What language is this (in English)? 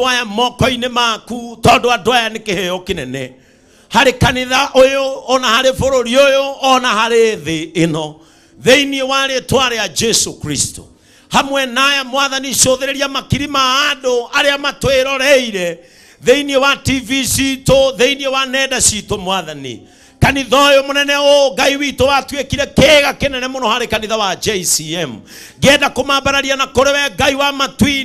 Kikuyu